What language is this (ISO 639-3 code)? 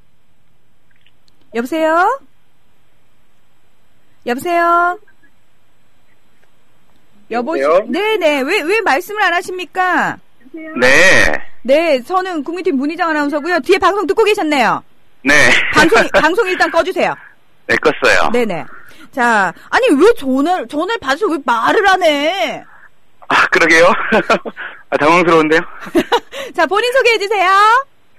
kor